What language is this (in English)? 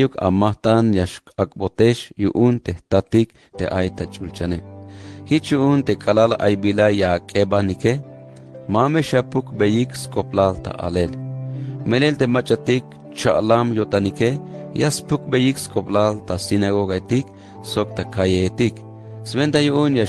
Tzeltal